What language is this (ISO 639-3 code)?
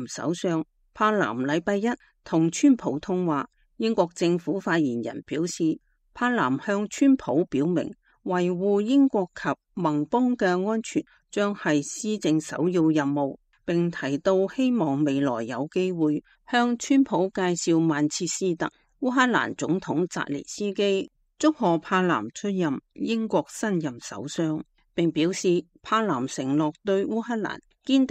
yue